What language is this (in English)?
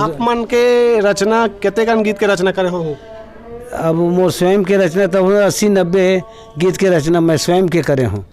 Chhattisgarhi